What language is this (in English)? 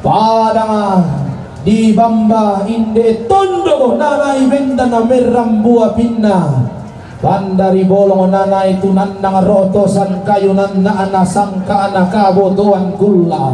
Toraja-Sa'dan